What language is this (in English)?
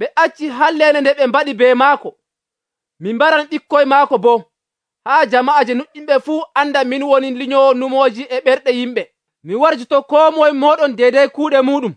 Nigerian Fulfulde